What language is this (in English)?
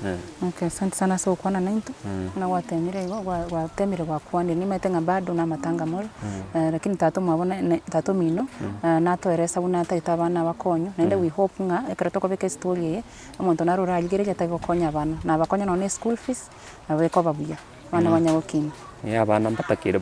Gusii